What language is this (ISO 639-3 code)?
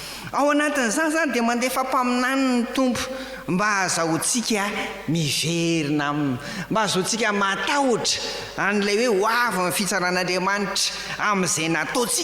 mlg